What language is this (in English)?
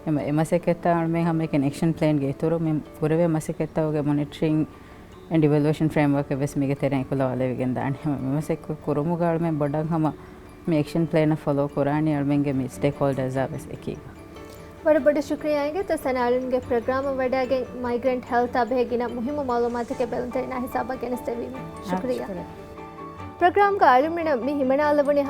Divehi